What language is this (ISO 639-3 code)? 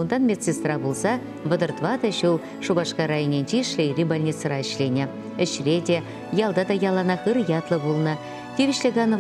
chv